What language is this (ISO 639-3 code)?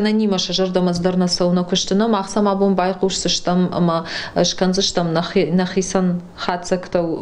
oss